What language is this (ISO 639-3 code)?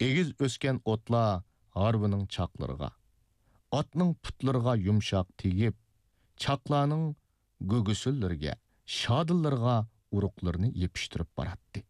uig